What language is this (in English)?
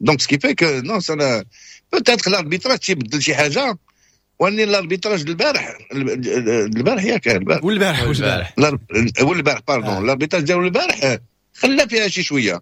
Moroccan Arabic